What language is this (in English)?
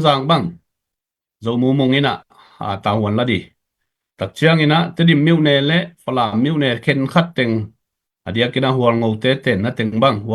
Tedim Chin